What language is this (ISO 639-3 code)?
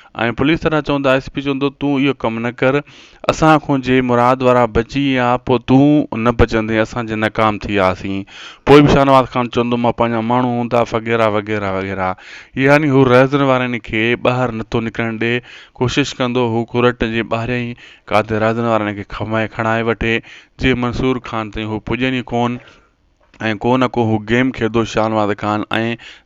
snd